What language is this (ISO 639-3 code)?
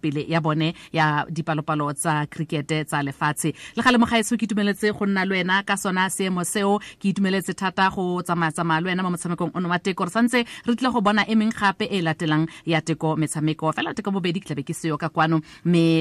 tsn